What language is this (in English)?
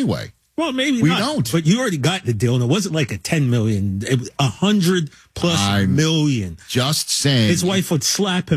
English